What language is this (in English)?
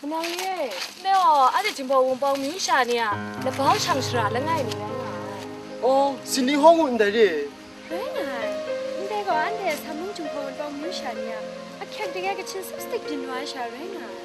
Kachin